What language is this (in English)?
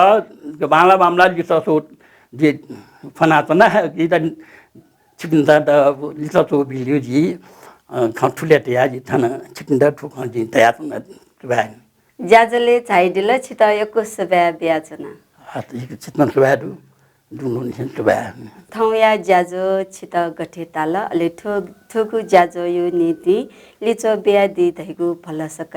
Newari